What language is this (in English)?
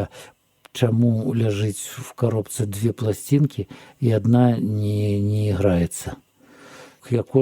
Belarusian